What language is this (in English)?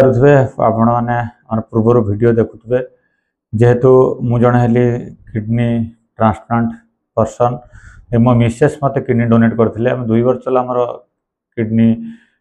Odia